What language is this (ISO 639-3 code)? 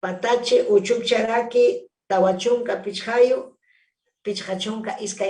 quy